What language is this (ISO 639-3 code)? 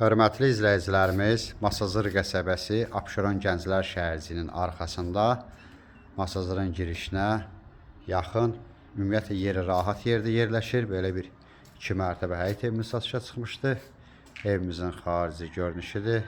aze